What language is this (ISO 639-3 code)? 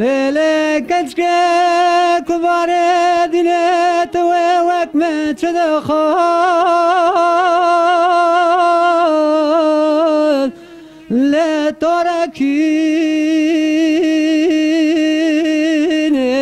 kur